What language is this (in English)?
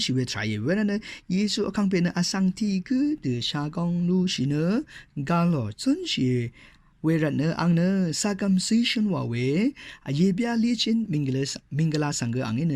Rawang